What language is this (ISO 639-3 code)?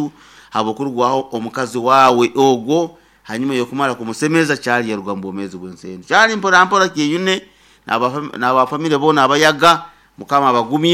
nyo